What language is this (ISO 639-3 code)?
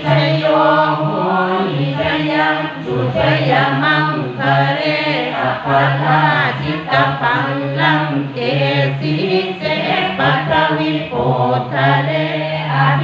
pli